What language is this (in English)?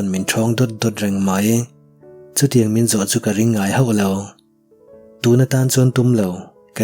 Mizo